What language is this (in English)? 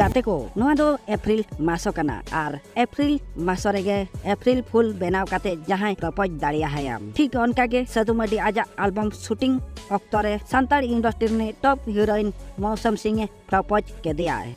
Santali